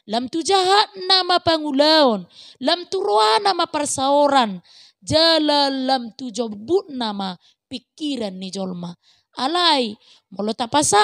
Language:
Batak Toba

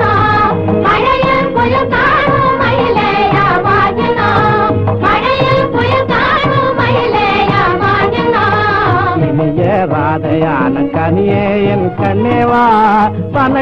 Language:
Tamil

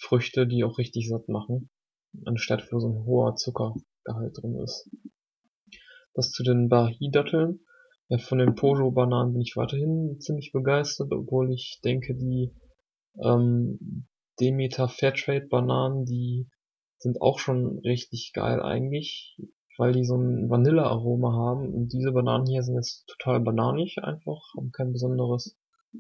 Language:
German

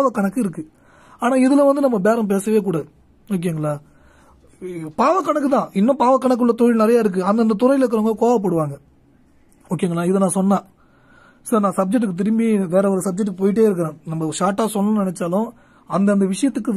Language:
Tamil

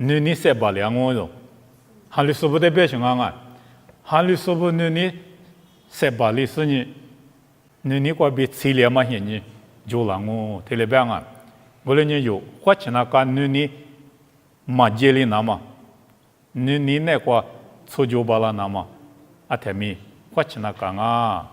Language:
Lisu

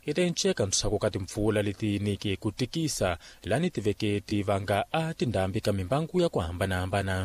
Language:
Tsonga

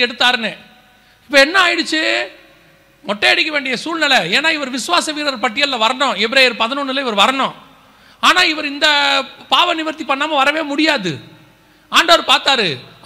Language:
Tamil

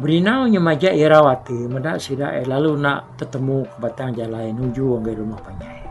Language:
Iban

